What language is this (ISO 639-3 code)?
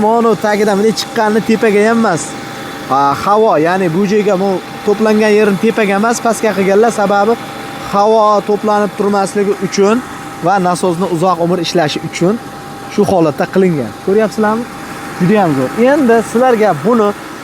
uzb